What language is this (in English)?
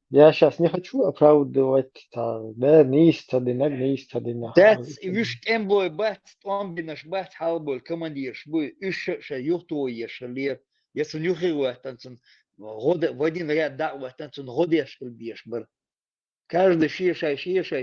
Chechen